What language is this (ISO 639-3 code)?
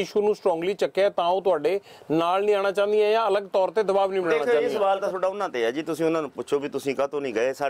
pan